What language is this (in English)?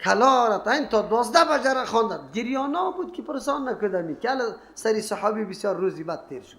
Persian